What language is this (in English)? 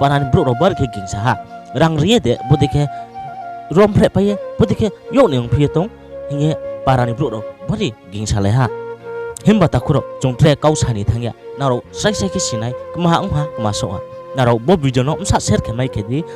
Riang (India)